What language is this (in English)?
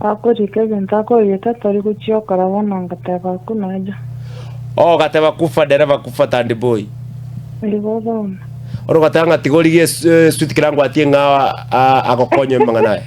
Gusii